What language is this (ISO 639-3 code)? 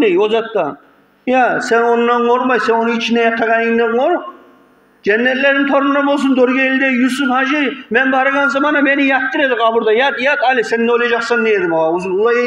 kum